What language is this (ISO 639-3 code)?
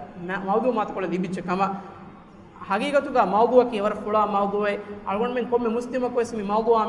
div